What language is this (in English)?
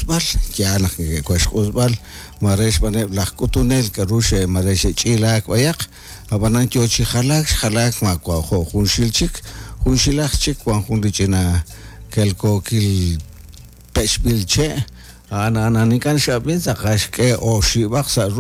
Kekchí